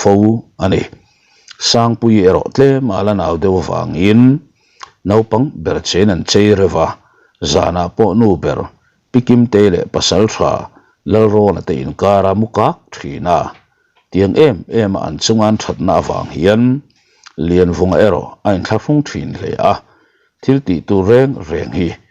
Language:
Mizo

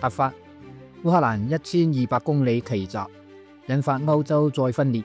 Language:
Cantonese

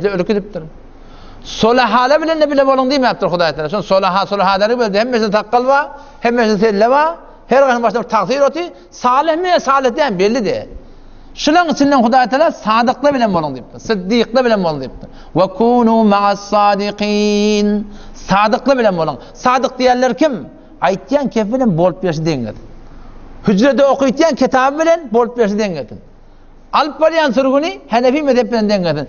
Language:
Turkmen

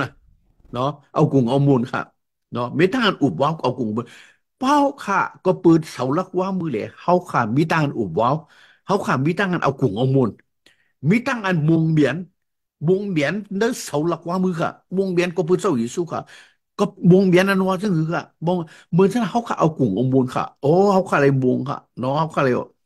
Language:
Shan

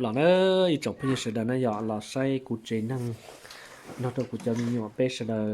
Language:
Hmong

